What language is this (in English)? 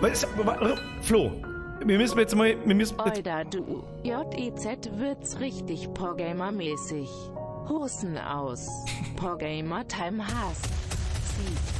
Bavarian